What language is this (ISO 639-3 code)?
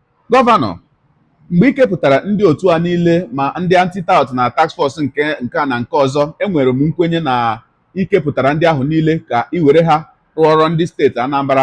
ibo